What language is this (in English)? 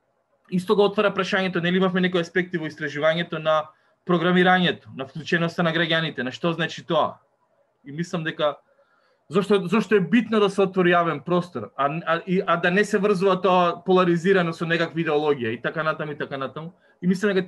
Macedonian